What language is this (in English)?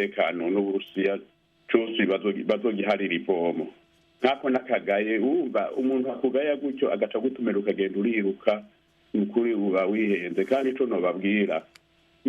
Rundi